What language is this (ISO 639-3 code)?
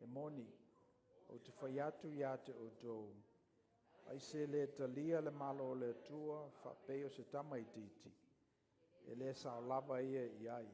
smo